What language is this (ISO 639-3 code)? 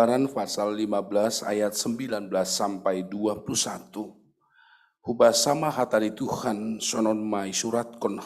bts